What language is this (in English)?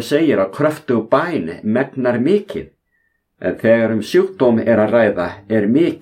Icelandic